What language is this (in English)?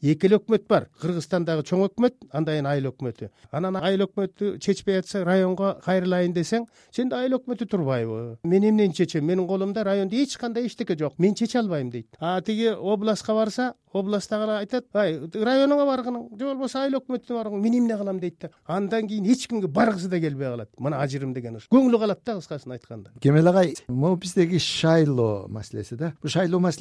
Kyrgyz